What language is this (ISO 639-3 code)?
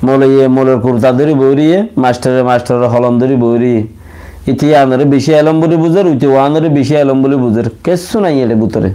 rhg